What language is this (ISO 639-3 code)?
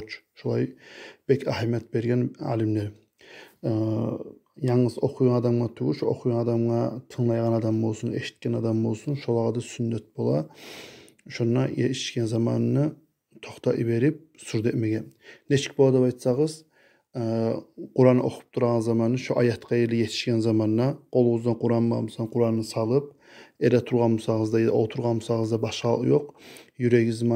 kum